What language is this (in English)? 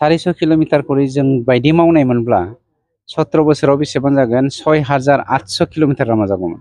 Bodo